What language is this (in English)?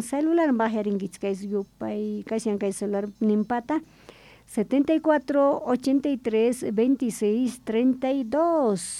South Bolivian Quechua